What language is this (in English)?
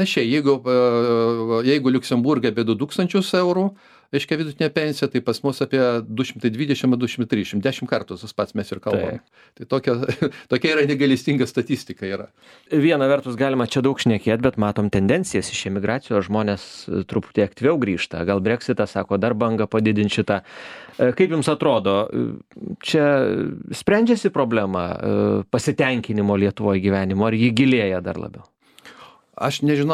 Lithuanian